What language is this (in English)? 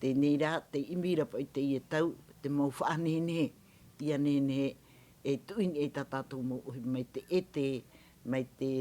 Tahitian